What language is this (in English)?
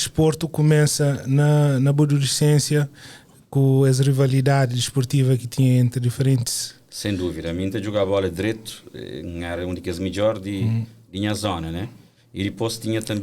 Kabuverdianu